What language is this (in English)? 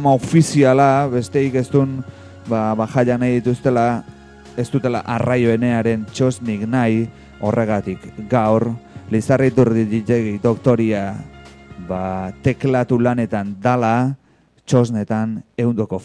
Basque